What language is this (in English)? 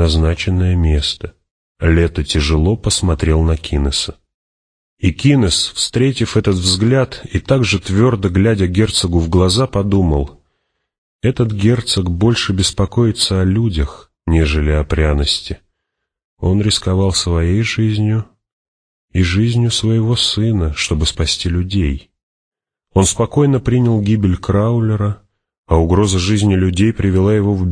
Russian